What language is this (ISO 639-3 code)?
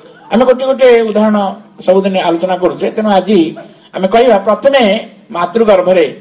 ori